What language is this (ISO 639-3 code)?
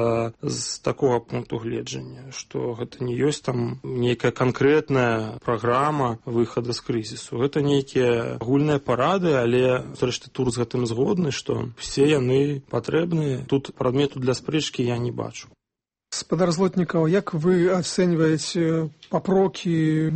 bel